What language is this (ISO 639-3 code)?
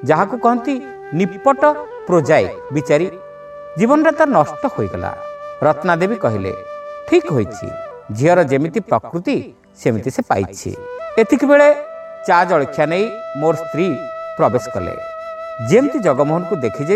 ori